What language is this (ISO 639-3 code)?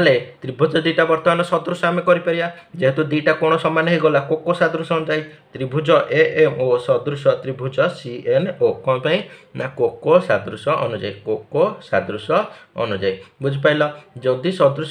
ori